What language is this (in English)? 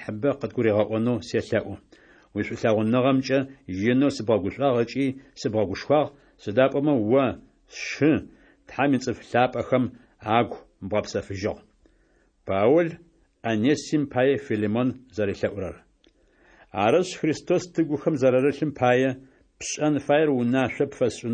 Adyghe